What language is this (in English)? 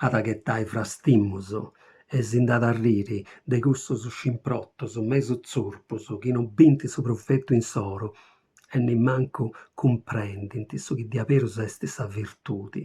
Sardinian